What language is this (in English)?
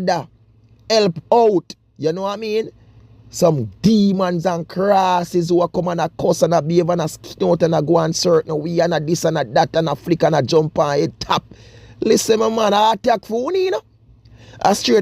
Jamaican Creole English